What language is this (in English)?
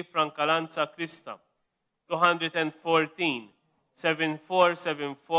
Maltese